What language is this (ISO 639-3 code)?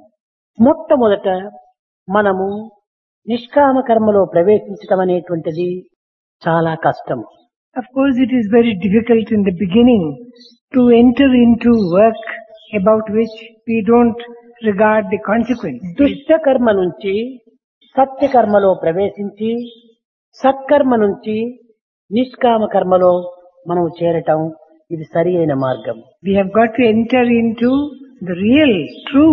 tel